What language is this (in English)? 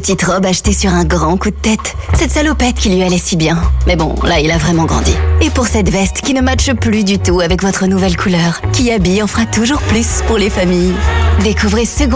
French